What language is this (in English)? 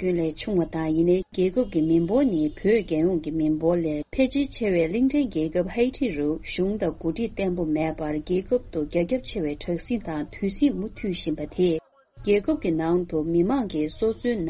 Tibetan